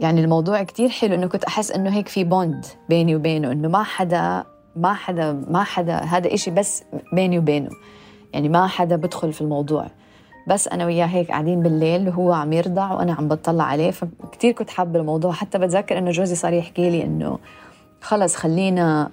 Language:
North Levantine Arabic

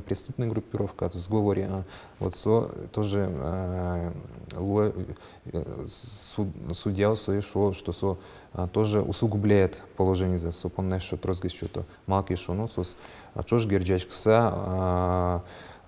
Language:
Udmurt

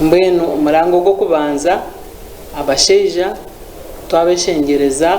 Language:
Nyankole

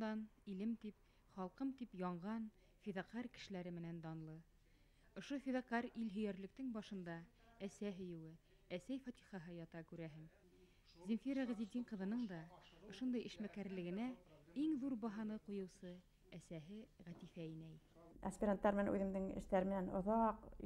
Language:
Bashkir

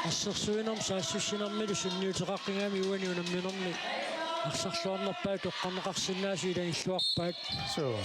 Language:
Kalaallisut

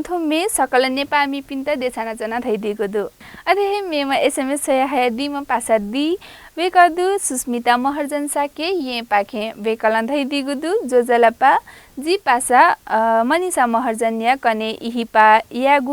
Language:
Newari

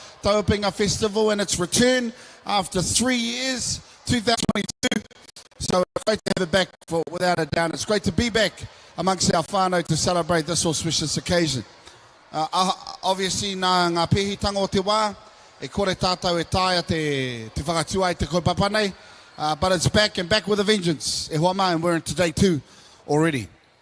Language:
Māori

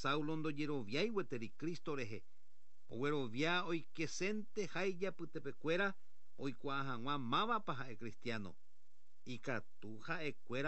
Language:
Guarani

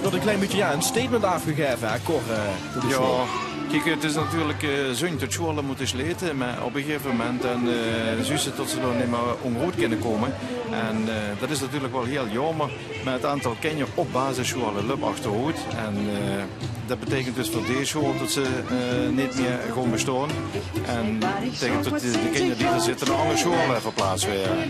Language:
Limburgish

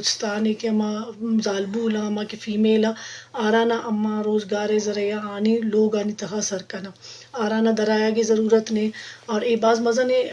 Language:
Eastern Balochi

